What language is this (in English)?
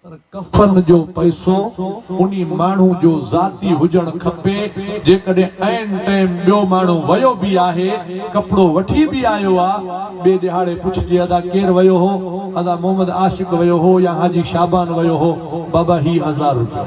Sindhi